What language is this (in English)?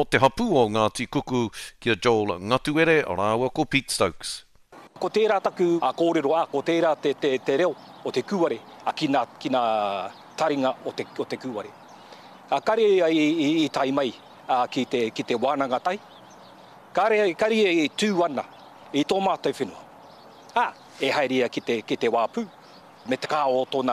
Māori